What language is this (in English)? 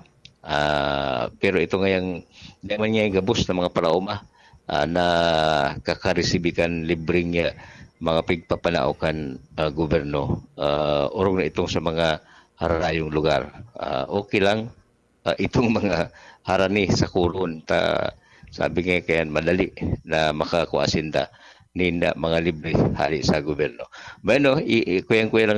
Bikol